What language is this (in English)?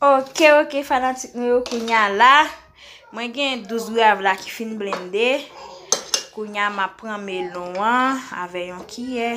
Haitian Creole